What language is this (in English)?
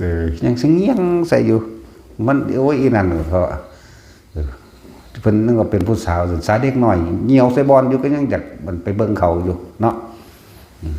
Northeastern Thai